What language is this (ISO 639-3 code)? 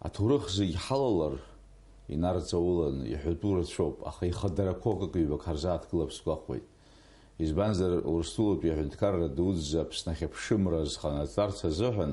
abk